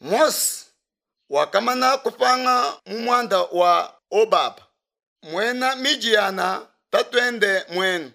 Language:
Luba-Lulua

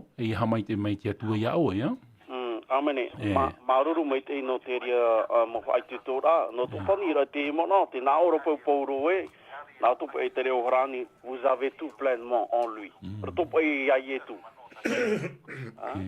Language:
Tahitian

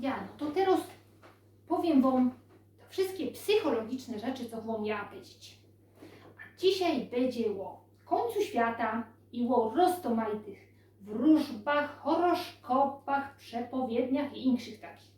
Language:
Silesian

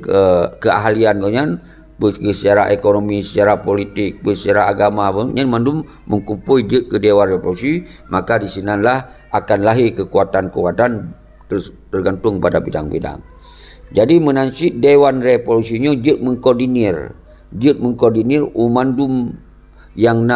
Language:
Achinese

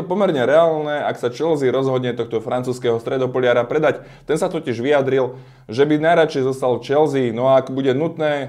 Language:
Slovak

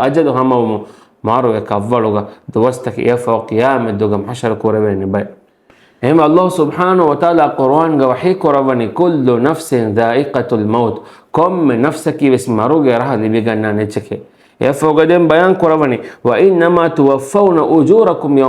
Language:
Divehi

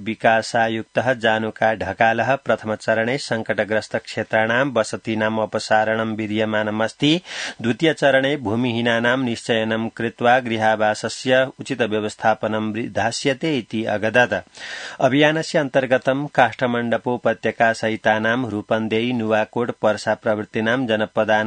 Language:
Sanskrit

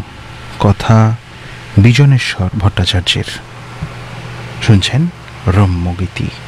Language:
Bangla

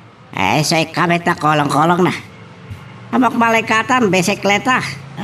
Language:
Iloko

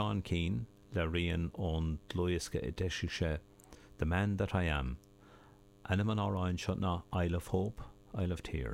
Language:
Irish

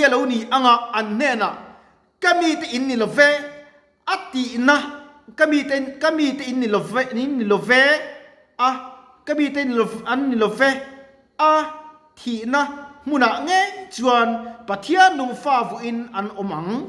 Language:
Mizo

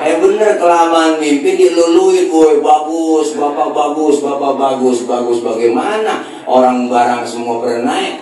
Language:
Betawi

